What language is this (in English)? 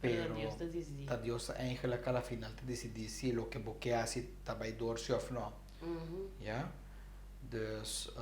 Papiamento